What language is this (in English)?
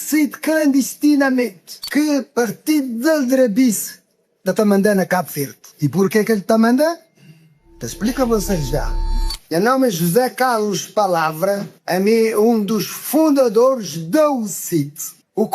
Kabuverdianu